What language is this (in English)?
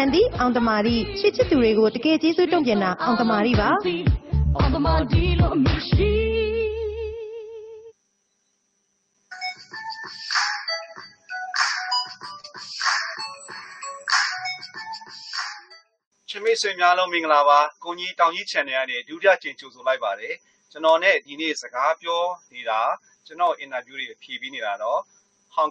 Burmese